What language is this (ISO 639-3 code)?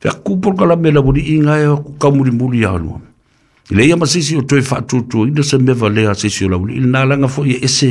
smo